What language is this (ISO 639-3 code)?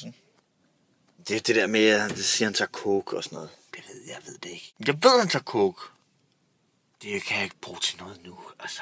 dan